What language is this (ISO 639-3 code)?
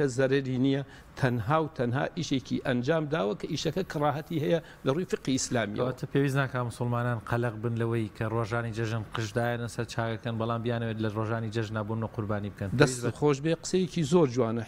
ckb